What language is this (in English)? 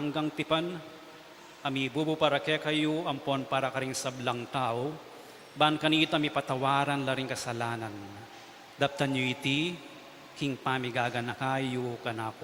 Pampanga